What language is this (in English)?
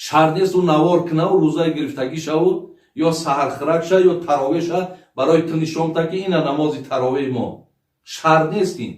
Tajik